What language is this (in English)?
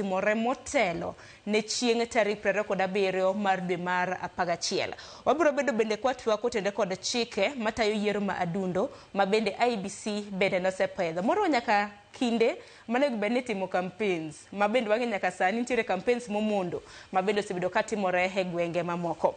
Luo (Kenya and Tanzania)